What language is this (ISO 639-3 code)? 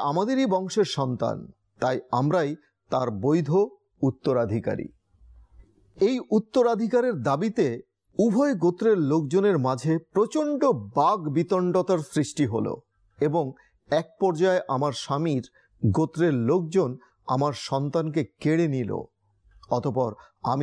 ben